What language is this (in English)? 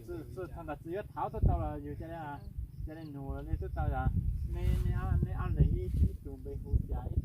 Hmong